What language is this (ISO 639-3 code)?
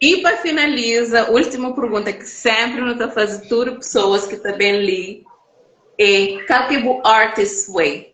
kea